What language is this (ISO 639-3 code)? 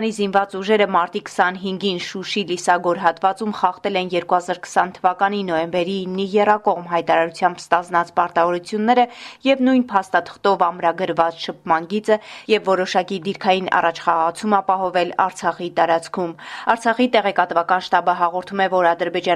hye